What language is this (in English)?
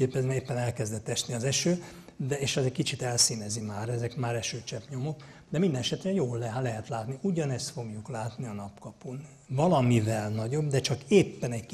Hungarian